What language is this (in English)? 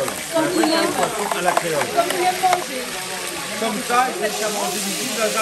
Réunion Creole French